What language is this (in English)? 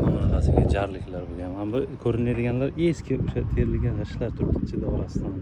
Uzbek